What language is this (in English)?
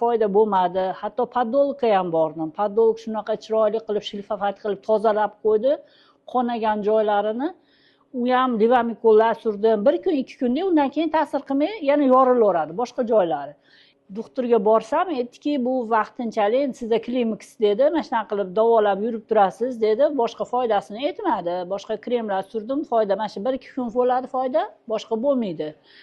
Uzbek